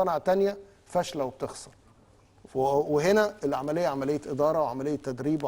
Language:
Egyptian Arabic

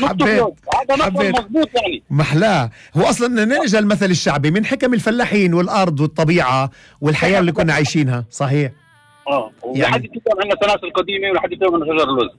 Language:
North Levantine Arabic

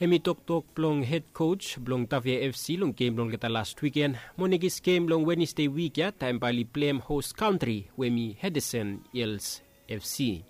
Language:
Bislama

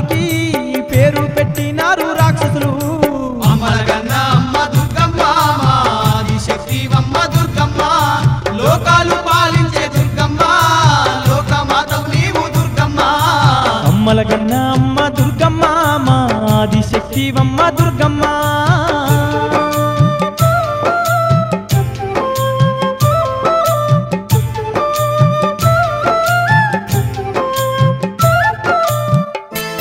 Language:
Telugu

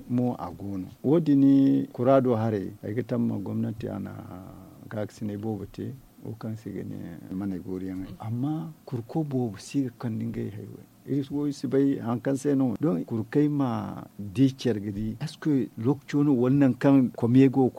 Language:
Zarma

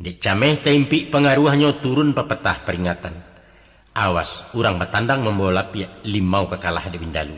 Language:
Minangkabau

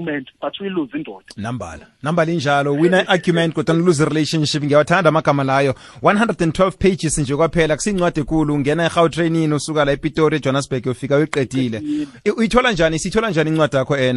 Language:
South Ndebele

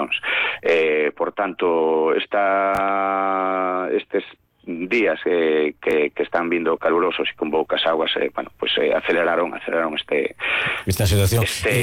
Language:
Galician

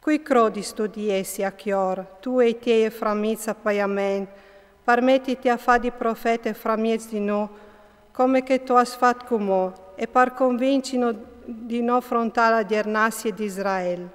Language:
Friulian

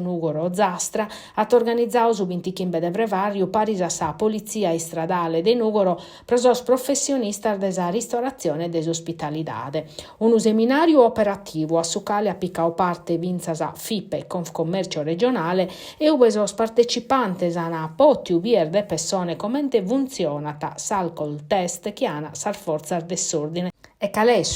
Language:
Sardinian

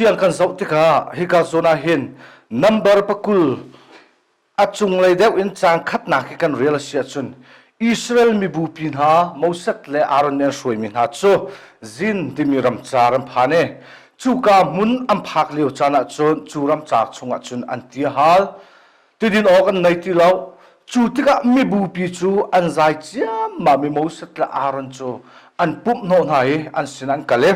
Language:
Hakha Chin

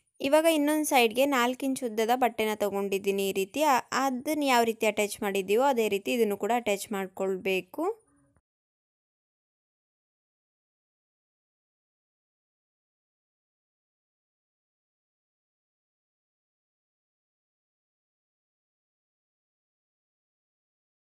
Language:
Kannada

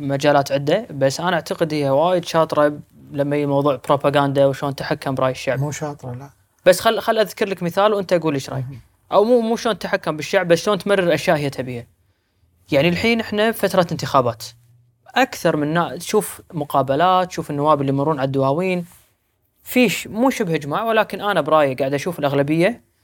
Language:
Gulf Arabic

